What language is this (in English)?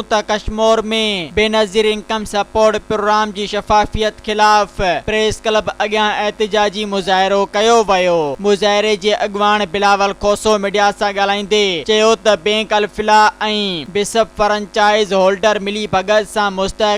Sindhi